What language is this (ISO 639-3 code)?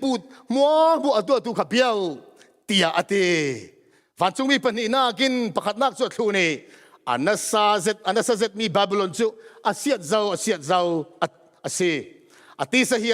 cfm